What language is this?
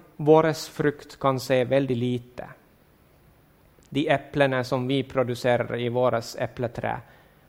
Norwegian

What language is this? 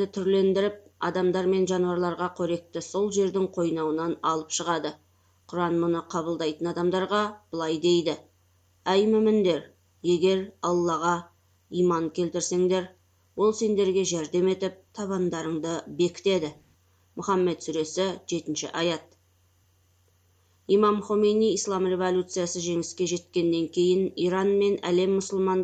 Kazakh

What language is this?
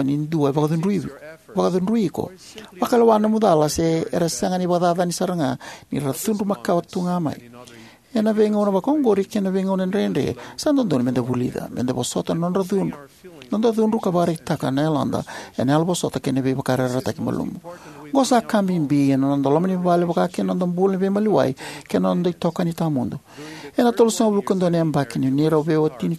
Fijian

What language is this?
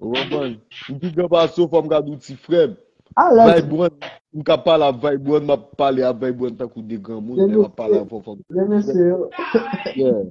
Haitian Creole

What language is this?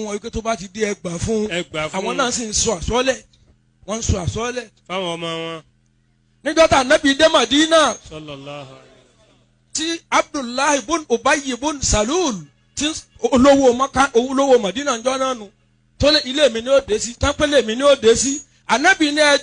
Yoruba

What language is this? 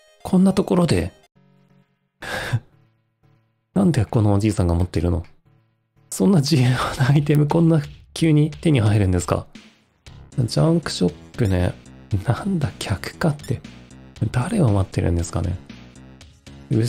Japanese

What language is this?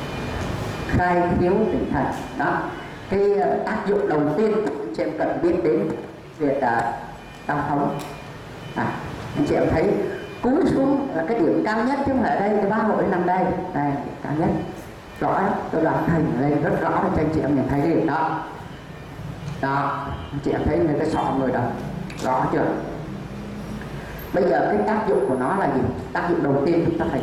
Vietnamese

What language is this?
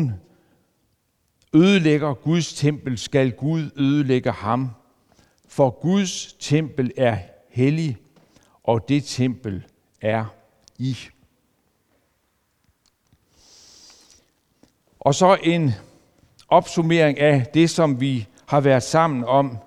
Danish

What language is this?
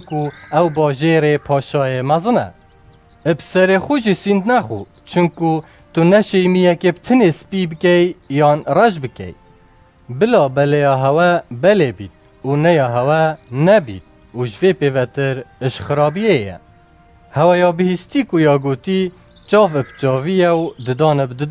Kurdish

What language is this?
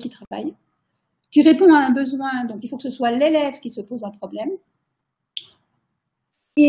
French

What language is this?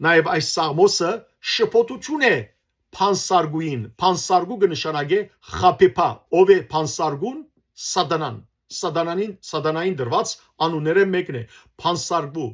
Western Armenian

